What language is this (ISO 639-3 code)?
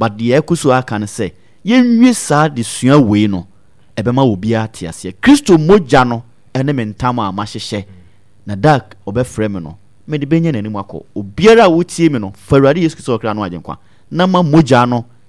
aka